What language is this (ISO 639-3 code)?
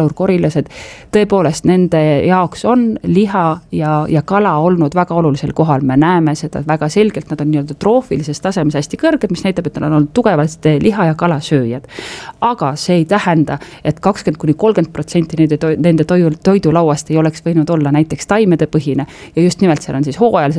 est